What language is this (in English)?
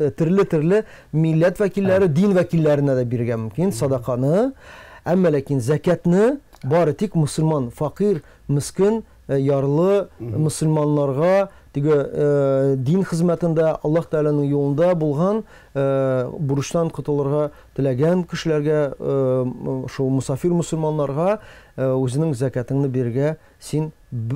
Tatar